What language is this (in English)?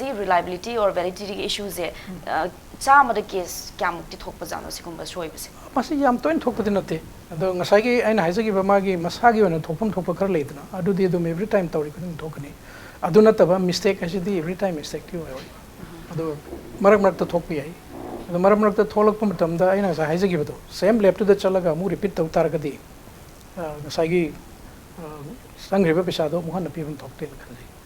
Manipuri